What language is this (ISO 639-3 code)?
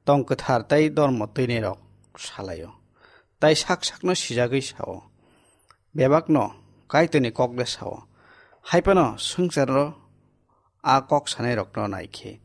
trp